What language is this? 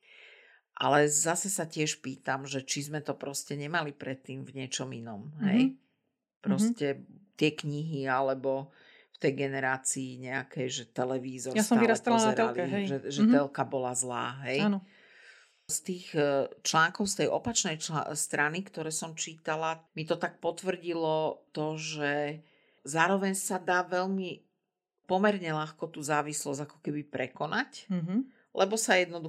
Slovak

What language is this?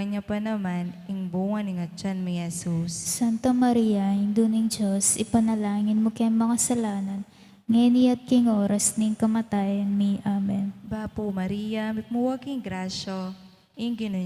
Pampanga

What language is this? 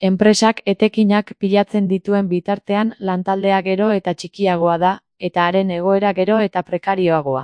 Basque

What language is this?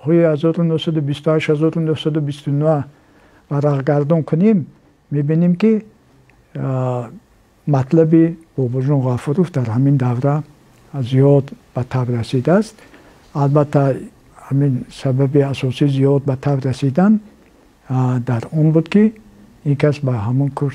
Tajik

